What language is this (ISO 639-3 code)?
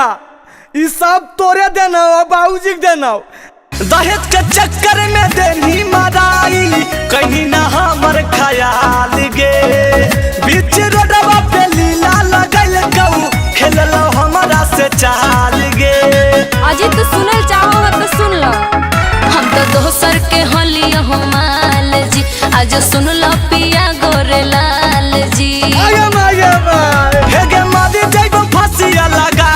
mag